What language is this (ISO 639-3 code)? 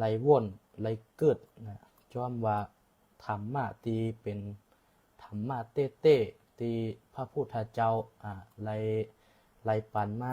shn